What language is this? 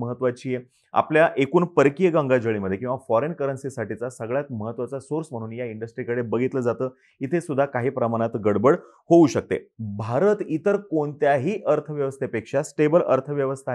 Marathi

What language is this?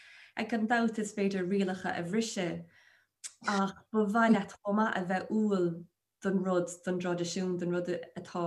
Irish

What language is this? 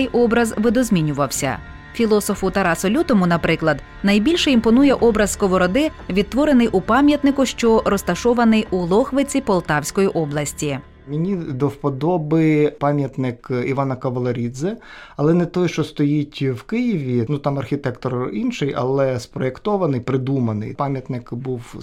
Ukrainian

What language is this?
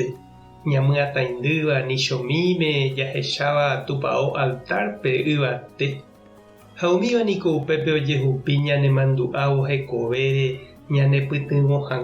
Guarani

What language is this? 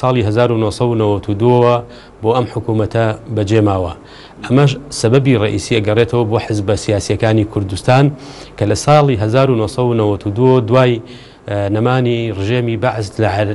Central Kurdish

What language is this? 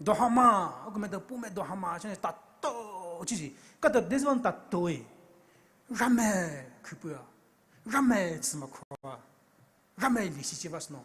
Poumei Naga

